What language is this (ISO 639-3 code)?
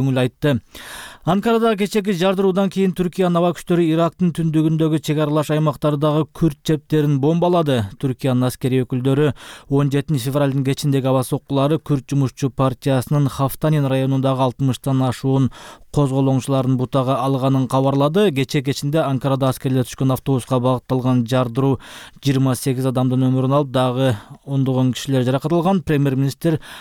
kir